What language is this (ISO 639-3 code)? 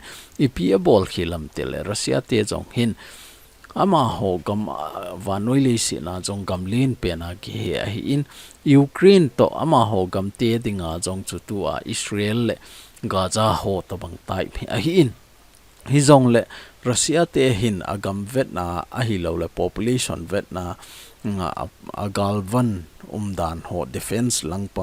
tcz